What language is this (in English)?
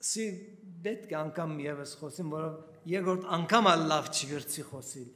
Western Armenian